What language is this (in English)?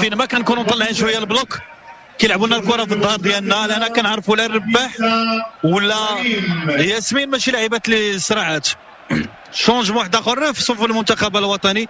Moroccan Arabic